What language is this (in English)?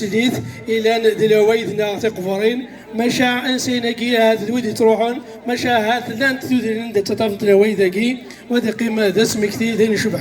Kabyle